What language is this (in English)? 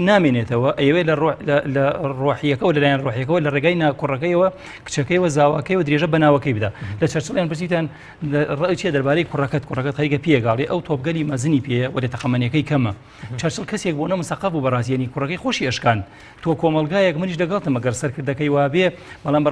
Central Kurdish